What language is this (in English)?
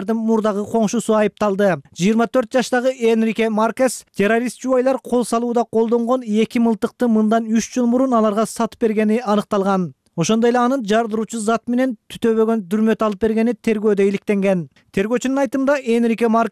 Kyrgyz